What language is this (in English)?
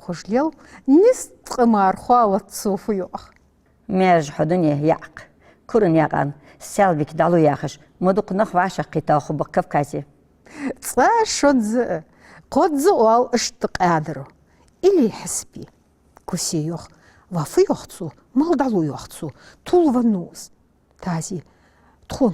Ingush